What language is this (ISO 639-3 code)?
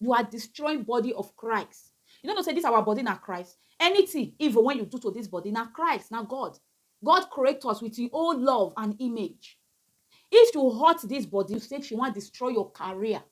pcm